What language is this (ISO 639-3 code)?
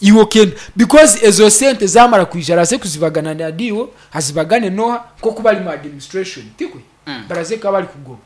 nyn